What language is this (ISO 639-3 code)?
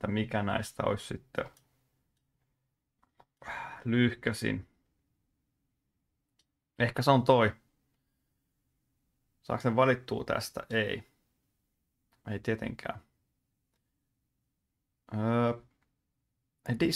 fin